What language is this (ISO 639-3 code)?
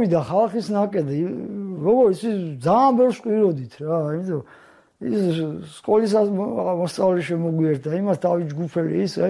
kat